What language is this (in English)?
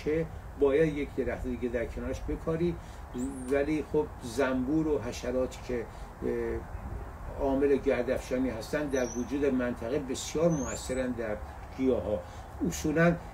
Persian